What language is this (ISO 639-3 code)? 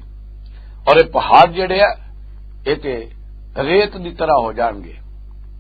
lah